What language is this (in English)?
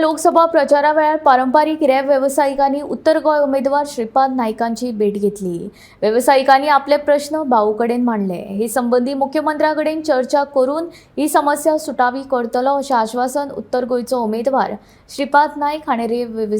Konkani